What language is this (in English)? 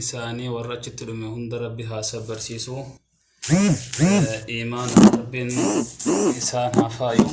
Oromo